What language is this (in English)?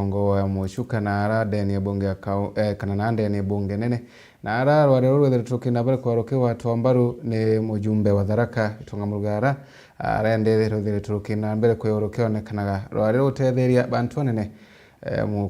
Meru